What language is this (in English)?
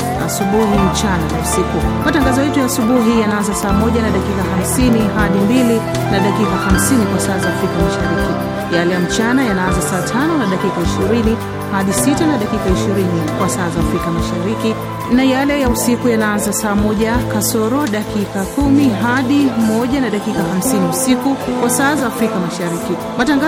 Swahili